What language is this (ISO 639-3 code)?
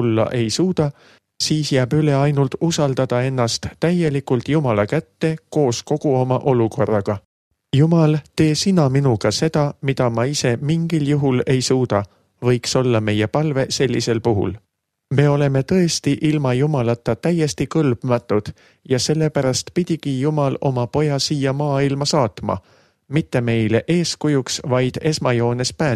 est